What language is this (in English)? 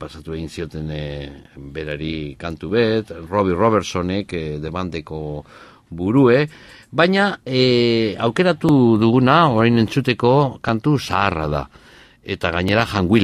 Basque